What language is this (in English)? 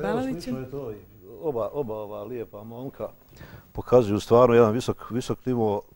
Bosnian